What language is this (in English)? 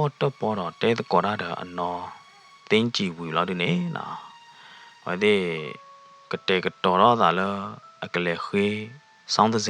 S'gaw Karen